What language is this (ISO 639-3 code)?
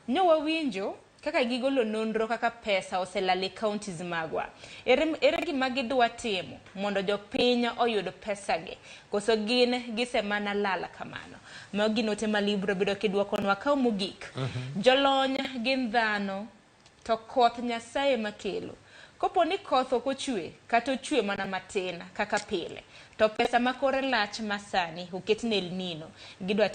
luo